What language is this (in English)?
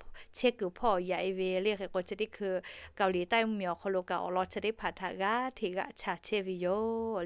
Lahu